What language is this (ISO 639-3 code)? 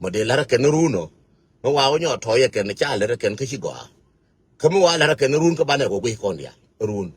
nus